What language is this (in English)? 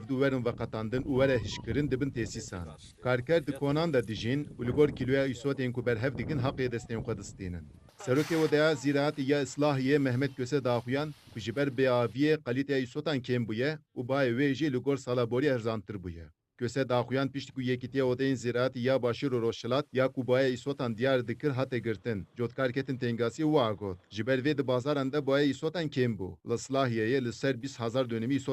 Kurdish